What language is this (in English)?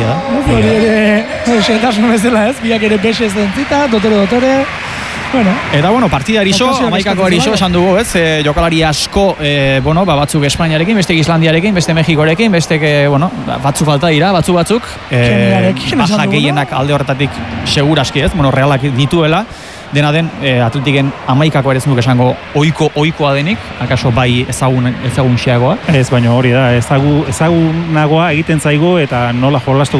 Basque